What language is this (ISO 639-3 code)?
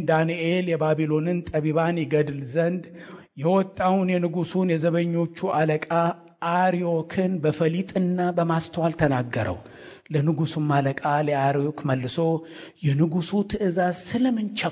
amh